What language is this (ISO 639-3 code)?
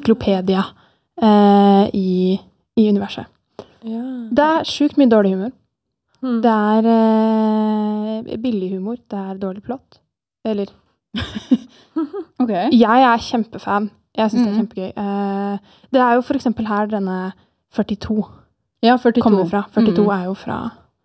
nor